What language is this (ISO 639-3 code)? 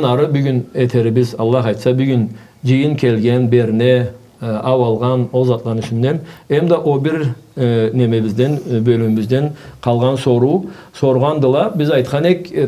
krc